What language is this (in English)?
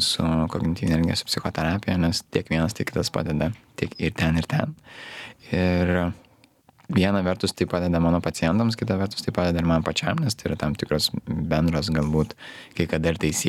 Lithuanian